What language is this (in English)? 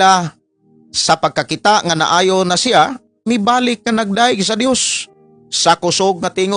Cebuano